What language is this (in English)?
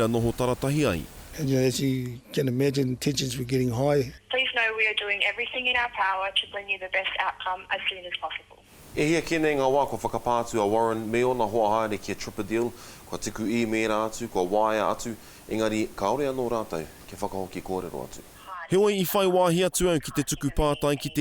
Māori